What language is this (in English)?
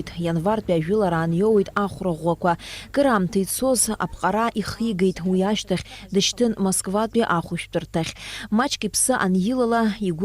Abkhazian